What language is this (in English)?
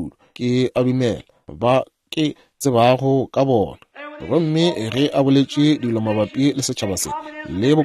Northern Sotho